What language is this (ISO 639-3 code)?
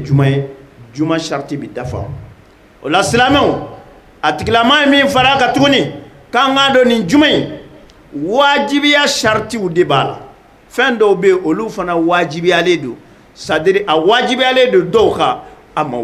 bam